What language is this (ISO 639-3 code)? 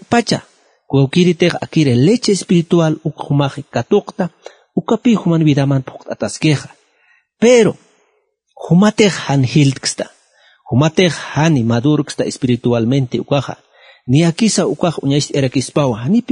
aym